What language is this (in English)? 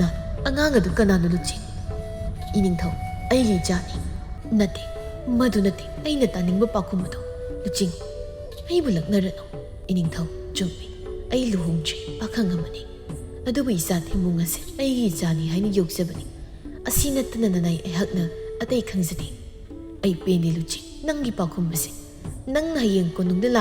Manipuri